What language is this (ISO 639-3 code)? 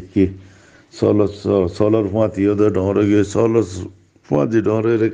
rhg